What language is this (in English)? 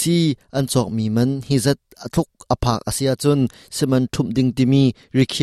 Hakha Chin